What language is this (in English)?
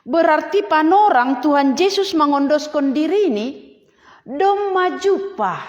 Batak Simalungun